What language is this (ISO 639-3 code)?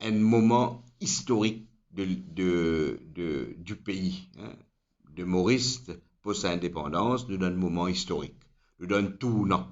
mfe